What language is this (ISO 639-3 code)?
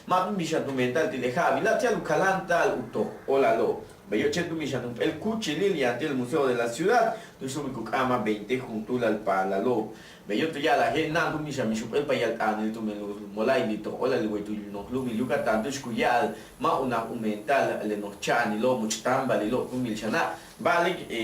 yua